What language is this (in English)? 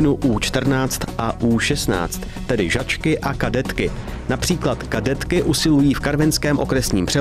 Czech